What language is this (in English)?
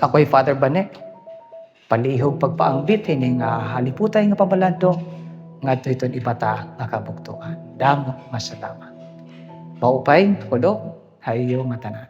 Waray